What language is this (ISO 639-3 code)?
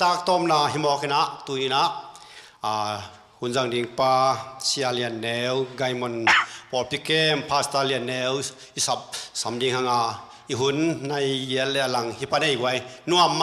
ctd